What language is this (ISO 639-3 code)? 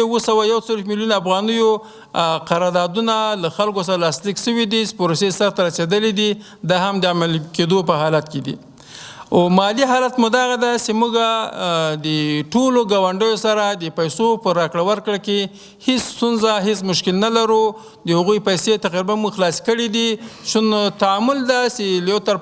pus